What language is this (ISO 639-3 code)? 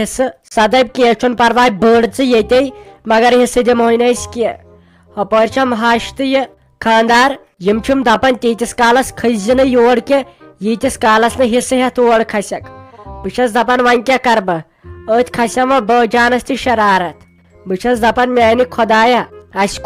kas